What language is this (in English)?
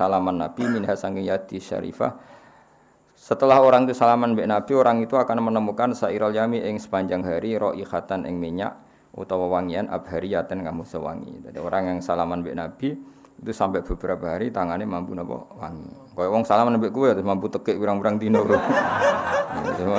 Javanese